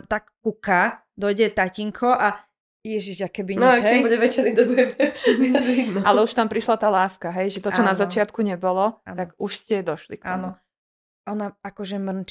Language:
Slovak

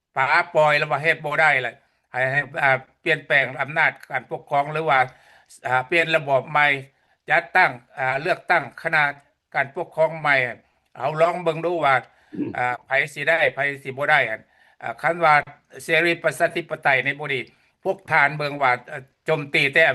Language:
Lao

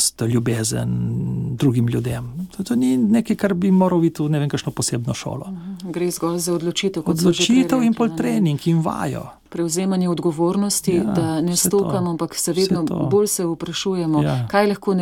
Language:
Slovenian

